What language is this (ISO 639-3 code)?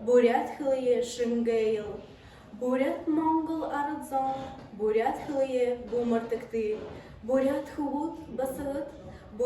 bua